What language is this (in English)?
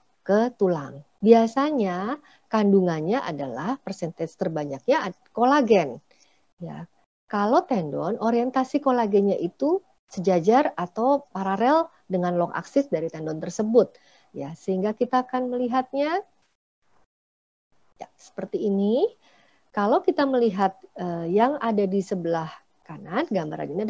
Indonesian